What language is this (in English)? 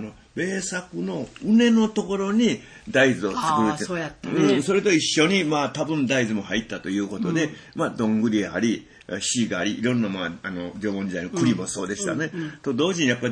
Japanese